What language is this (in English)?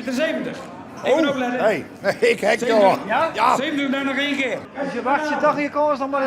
Western Frisian